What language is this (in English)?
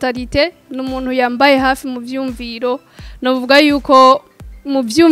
Rundi